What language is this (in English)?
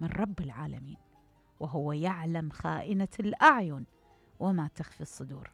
Mesopotamian Arabic